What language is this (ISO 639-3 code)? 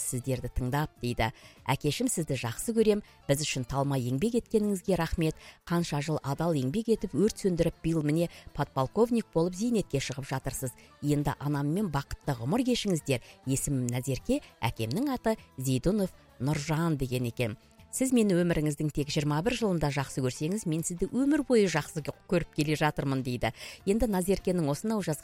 kaz